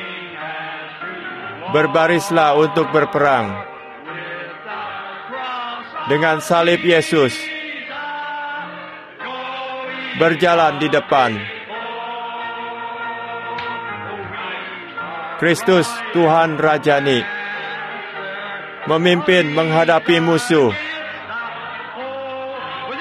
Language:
Indonesian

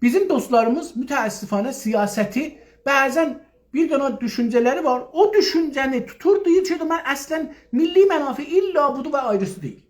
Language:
South Azerbaijani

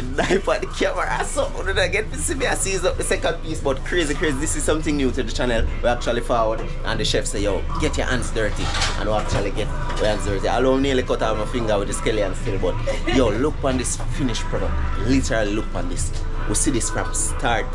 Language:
Jamaican Creole English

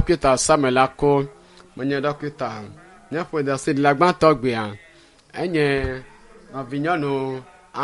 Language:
Ewe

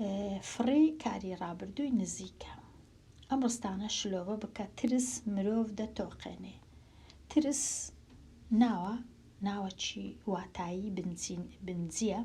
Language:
Central Kurdish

